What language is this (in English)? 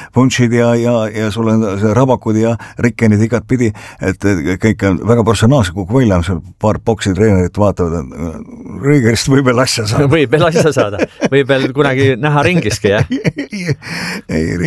Estonian